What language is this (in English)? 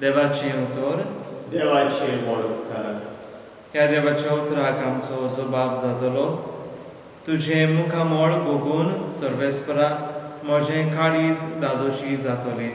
Konkani